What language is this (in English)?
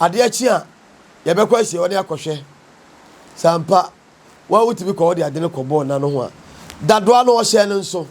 Akan